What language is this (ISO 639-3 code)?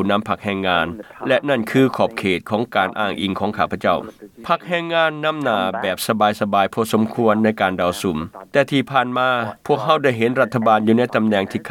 lao